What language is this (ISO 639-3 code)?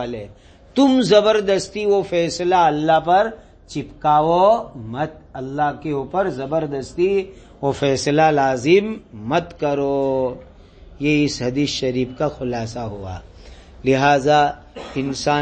urd